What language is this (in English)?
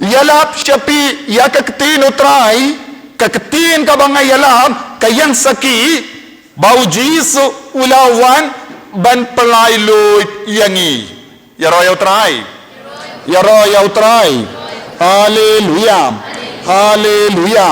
Khasi